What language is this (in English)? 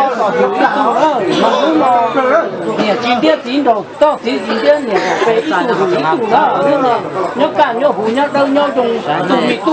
Hmong